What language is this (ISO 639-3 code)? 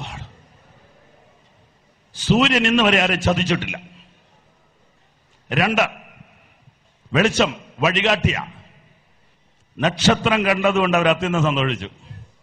mal